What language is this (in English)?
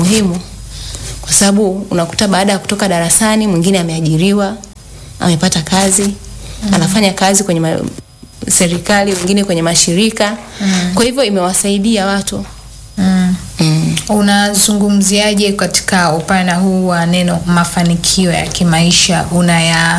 Swahili